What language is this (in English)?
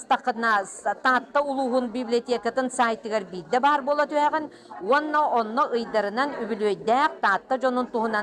Yakut